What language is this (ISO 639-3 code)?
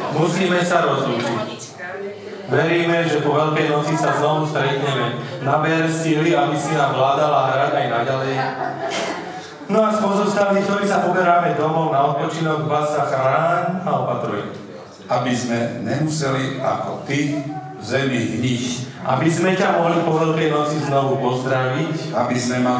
slk